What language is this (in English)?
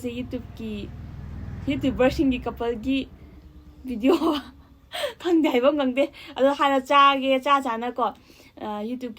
Manipuri